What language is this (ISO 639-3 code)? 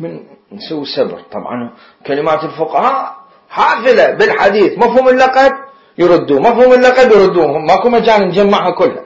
acm